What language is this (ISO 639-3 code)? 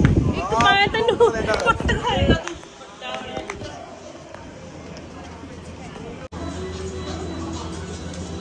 pan